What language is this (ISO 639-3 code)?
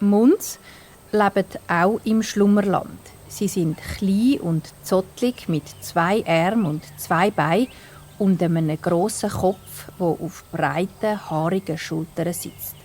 gsw